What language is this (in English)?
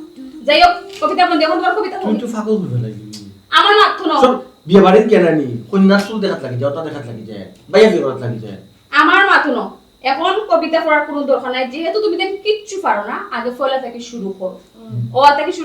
Sylheti